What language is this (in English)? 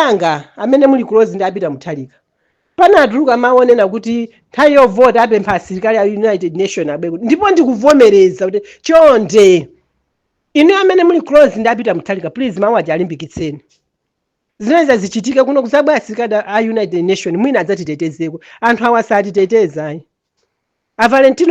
Nyanja